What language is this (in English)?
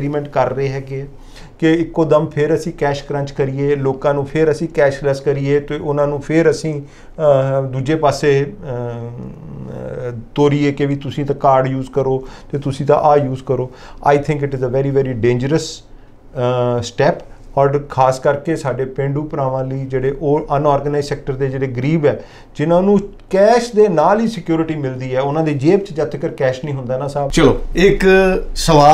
Punjabi